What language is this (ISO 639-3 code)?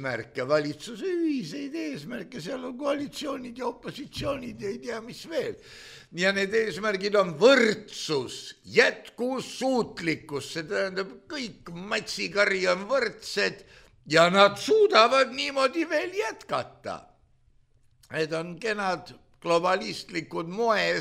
est